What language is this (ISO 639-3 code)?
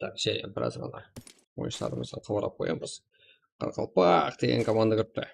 kaa